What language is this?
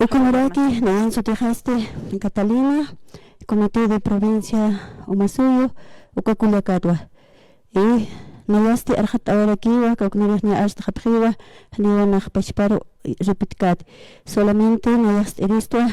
Aymara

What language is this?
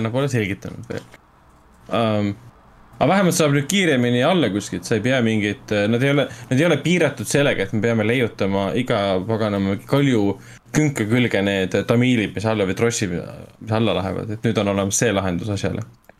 Estonian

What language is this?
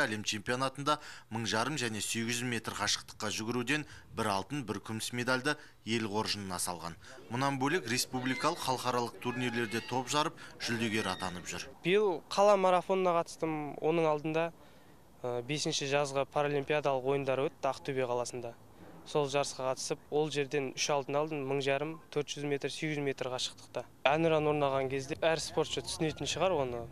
Kazakh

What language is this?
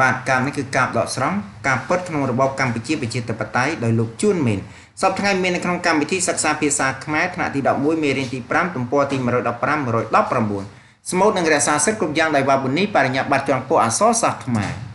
Khmer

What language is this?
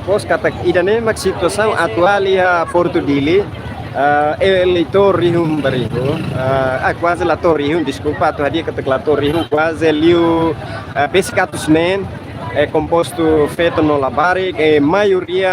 Tetum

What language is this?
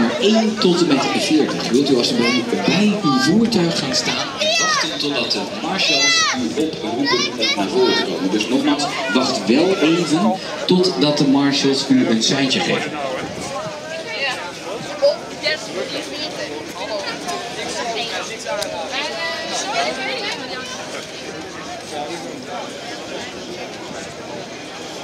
Dutch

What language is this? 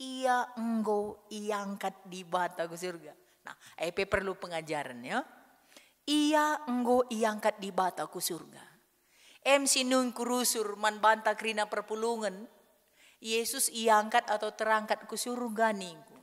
Batak Karo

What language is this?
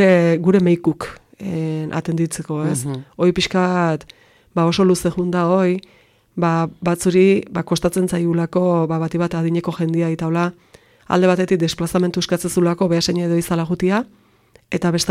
Basque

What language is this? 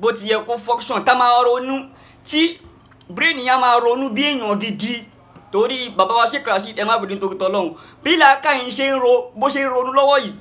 Yoruba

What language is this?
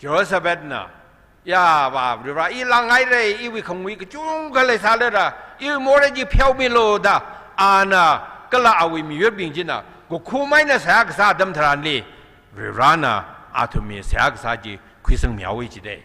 Tangkhul Naga (India)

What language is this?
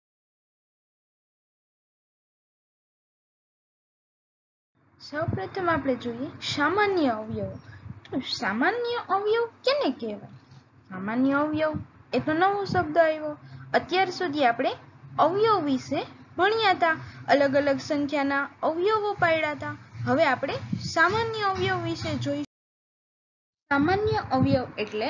Gujarati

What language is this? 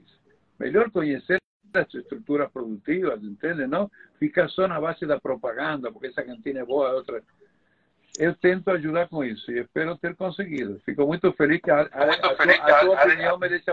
Portuguese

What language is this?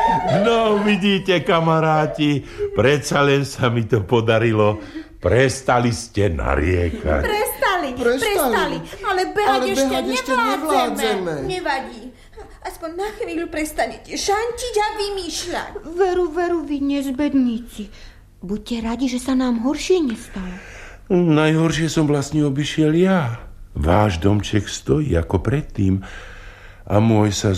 Slovak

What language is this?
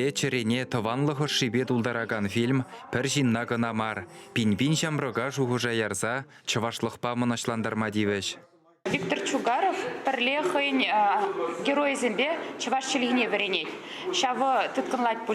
Chuvash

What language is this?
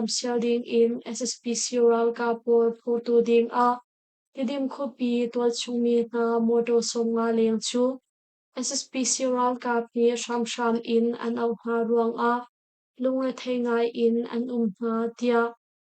Hakha Chin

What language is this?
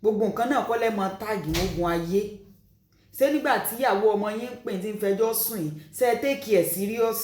Yoruba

